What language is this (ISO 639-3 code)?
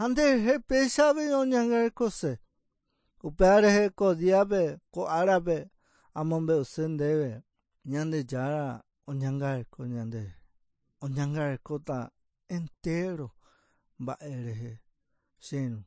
grn